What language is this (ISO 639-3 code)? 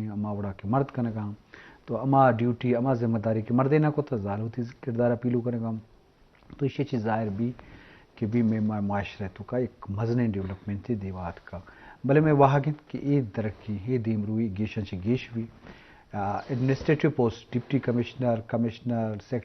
bgp